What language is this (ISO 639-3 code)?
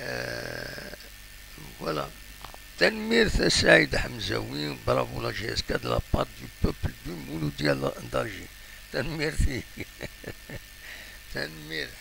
kab